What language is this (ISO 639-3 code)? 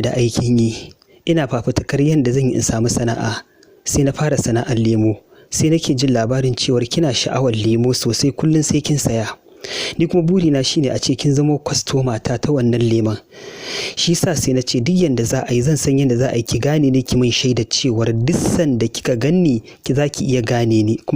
hau